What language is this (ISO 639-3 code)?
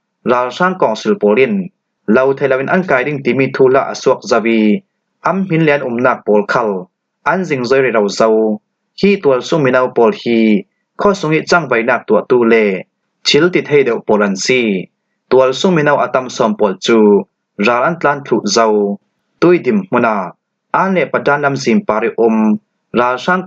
cfm